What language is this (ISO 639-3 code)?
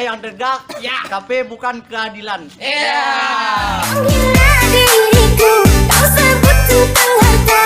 bjn